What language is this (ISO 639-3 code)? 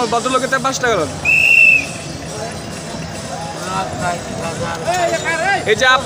ben